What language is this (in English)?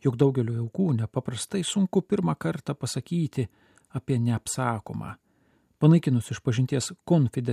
Lithuanian